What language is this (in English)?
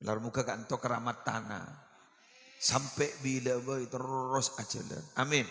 Madurese